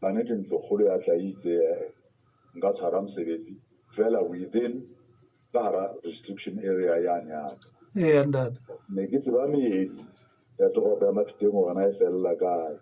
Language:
Southern Sotho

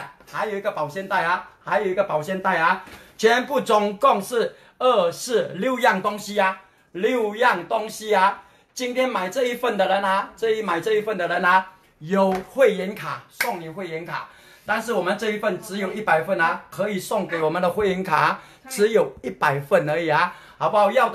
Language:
Chinese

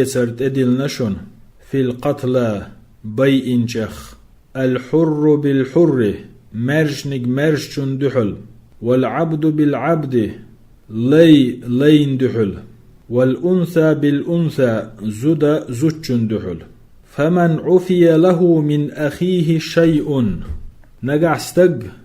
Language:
Chechen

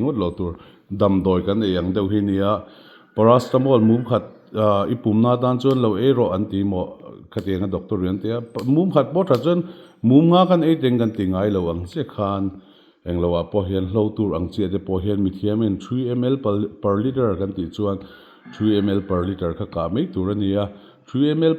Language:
Mizo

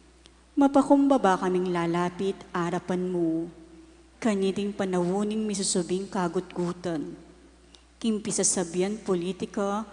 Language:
Pampanga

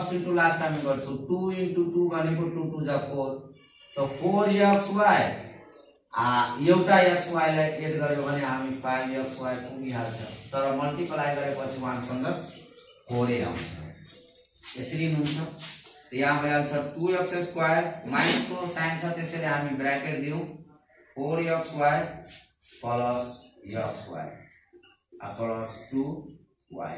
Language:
Nepali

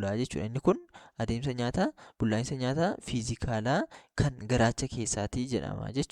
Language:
Oromo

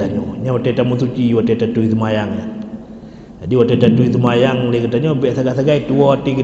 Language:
Achinese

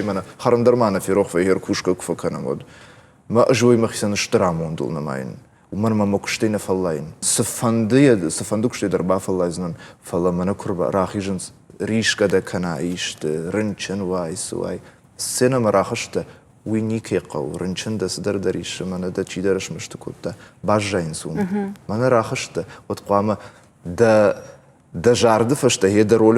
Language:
Ossetic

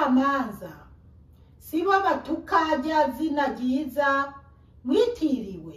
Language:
Rundi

